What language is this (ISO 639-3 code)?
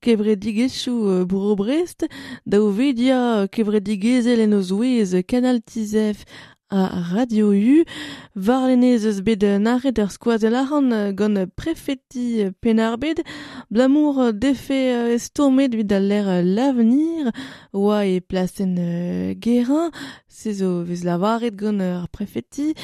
bre